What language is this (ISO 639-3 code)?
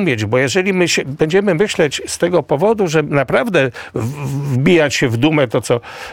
pol